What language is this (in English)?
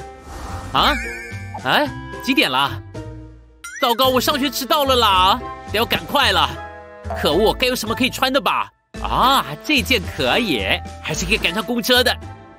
Chinese